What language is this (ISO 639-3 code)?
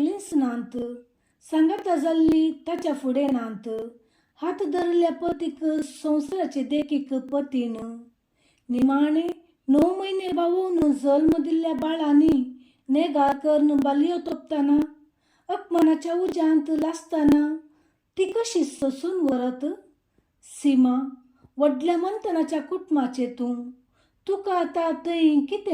kok